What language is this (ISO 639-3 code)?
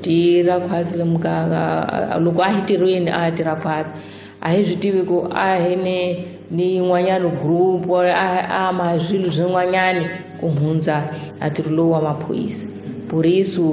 tso